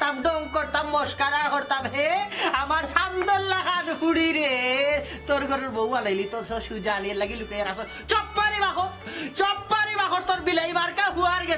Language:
Sylheti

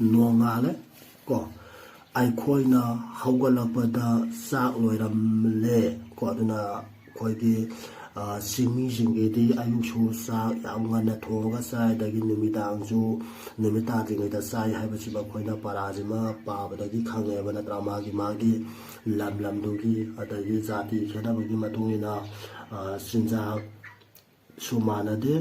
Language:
Manipuri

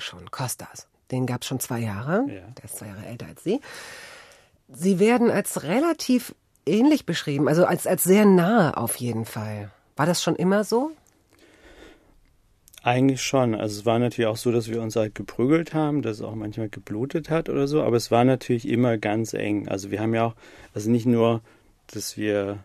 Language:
German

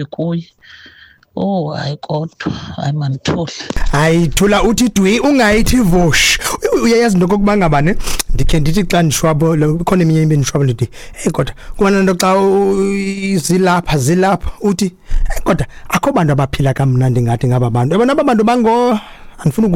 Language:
Xhosa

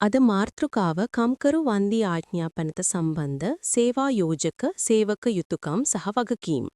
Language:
Sinhala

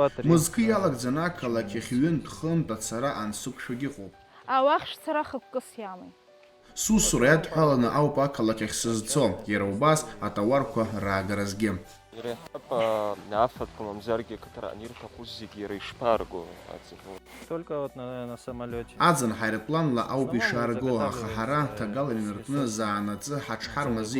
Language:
Abkhazian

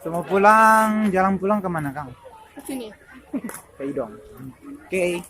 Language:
Manado Malay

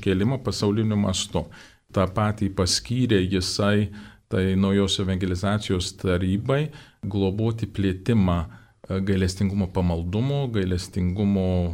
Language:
Lithuanian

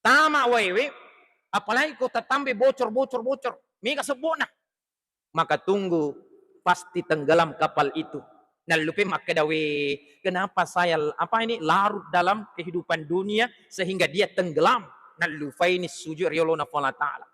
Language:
Buginese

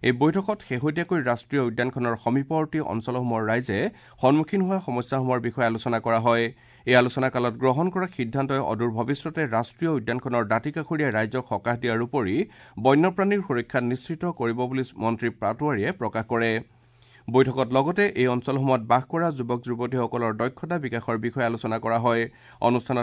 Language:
Assamese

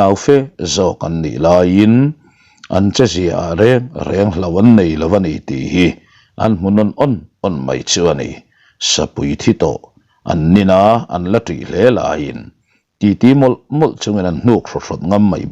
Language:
Mizo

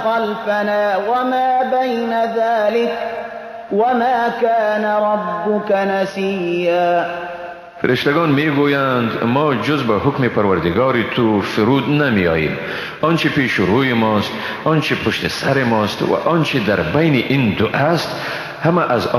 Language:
Persian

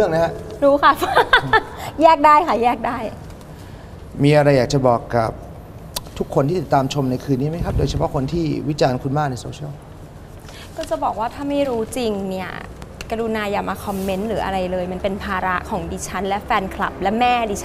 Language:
Thai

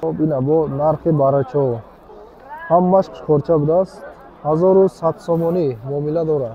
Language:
Tajik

